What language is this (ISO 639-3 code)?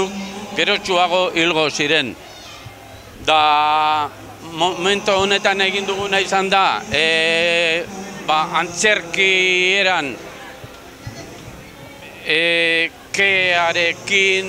eus